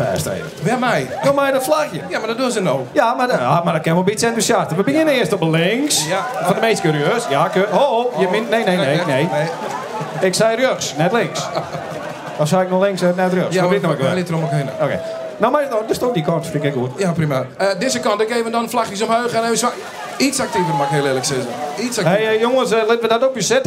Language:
Western Frisian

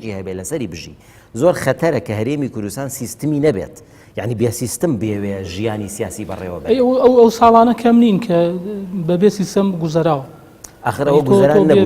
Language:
Central Kurdish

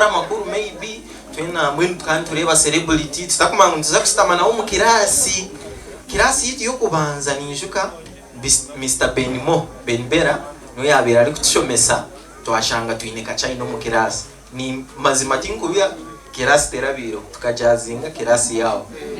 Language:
Nyankole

